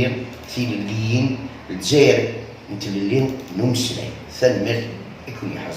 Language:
Kabyle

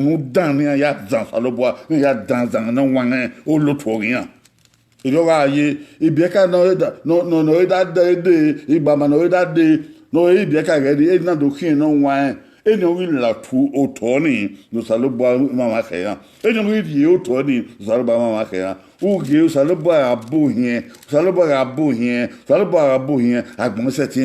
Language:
Bini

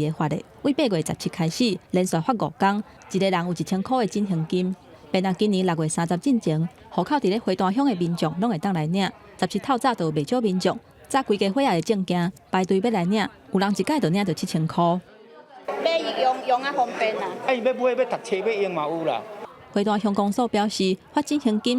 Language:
Min Nan Chinese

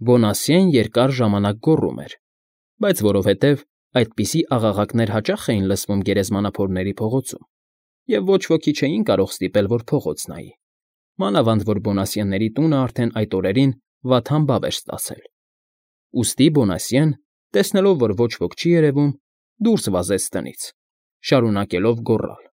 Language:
Armenian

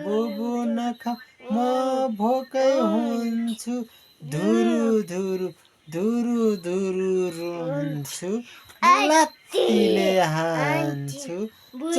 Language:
Nepali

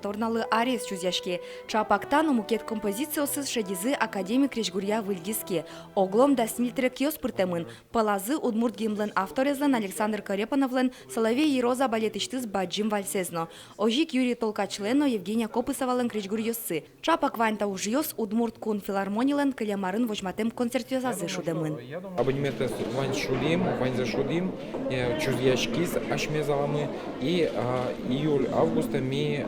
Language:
Udmurt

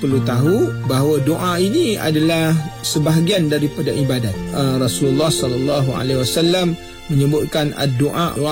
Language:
Malay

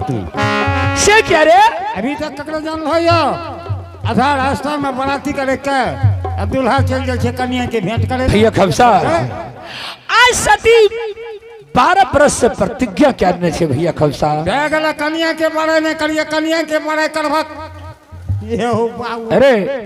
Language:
Angika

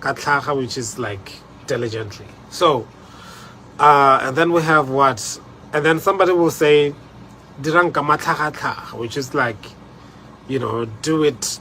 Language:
Tswana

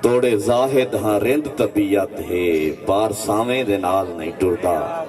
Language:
Saraiki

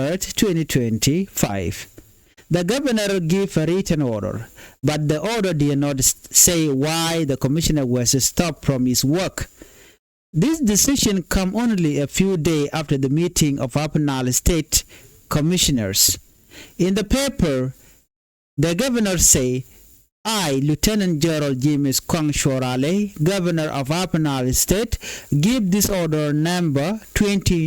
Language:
Nuer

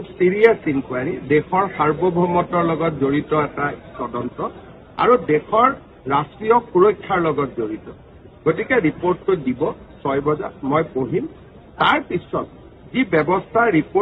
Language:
Assamese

